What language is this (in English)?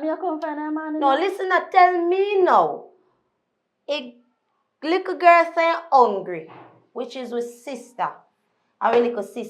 Jamaican Creole English